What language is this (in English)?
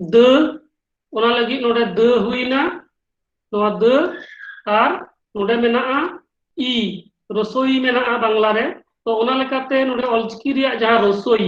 Santali